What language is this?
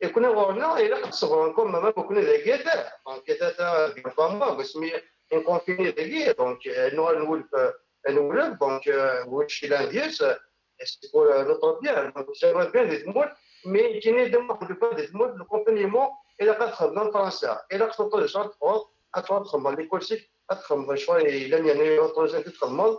Kabyle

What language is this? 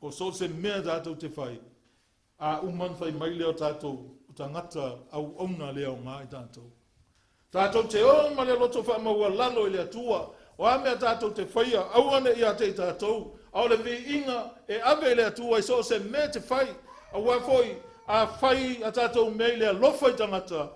Samoan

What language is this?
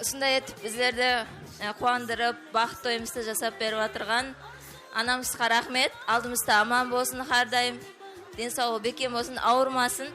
Kara-Kalpak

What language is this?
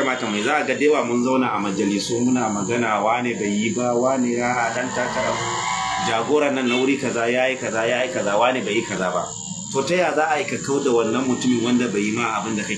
Hausa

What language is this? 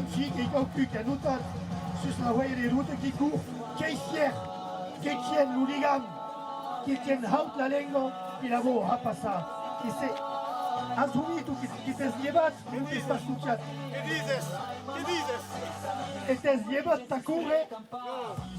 Occitan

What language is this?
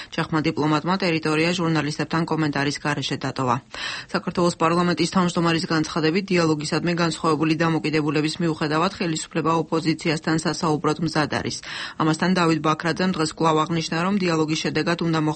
Georgian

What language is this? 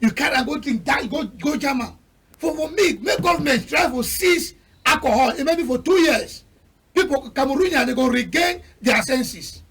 Cameroon Pidgin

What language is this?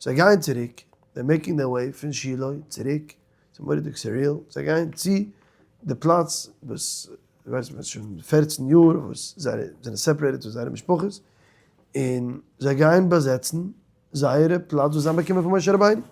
Yiddish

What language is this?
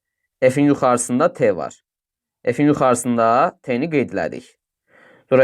Azerbaijani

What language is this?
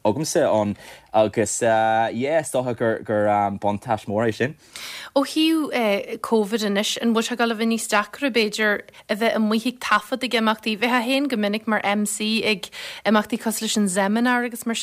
Irish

